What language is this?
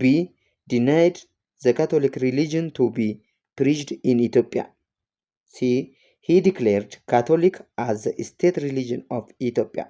English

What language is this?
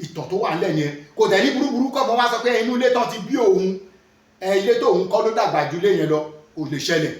Yoruba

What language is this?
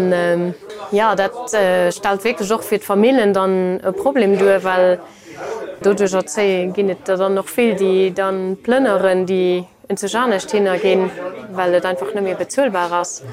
Luxembourgish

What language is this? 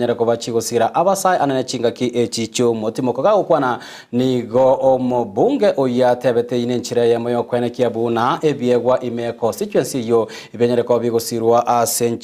Gusii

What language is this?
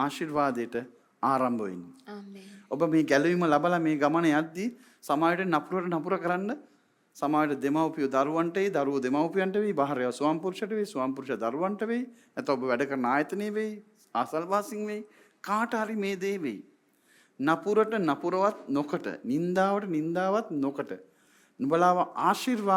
Sinhala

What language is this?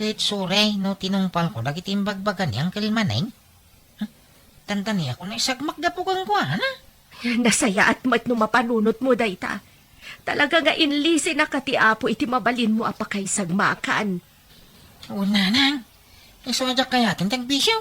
Iloko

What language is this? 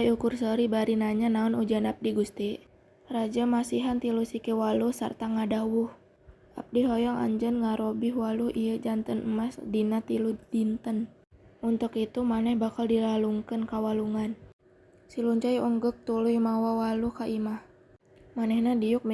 Sundanese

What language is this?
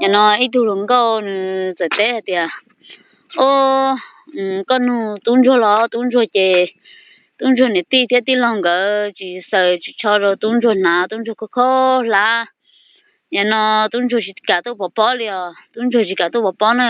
Hmong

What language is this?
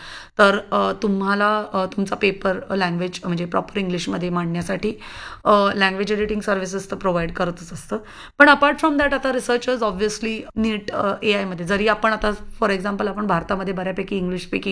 Marathi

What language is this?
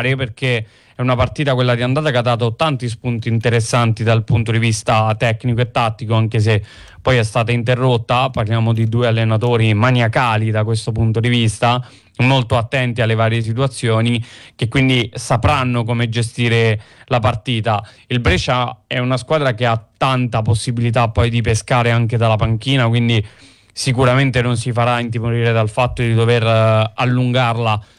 Italian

